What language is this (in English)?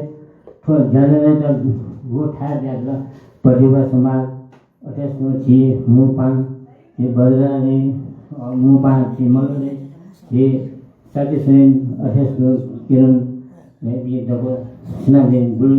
Newari